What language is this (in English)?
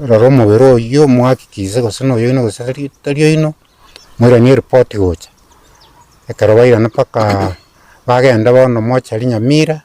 Gusii